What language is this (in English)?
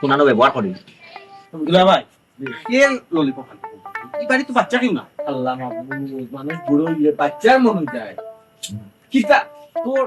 Sylheti